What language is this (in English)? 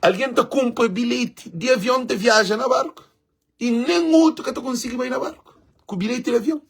Kabuverdianu